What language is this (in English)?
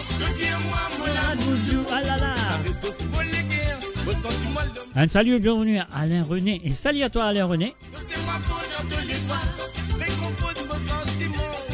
Morisyen